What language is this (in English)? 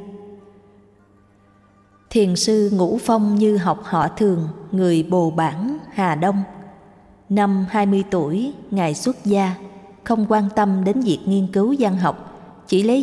Vietnamese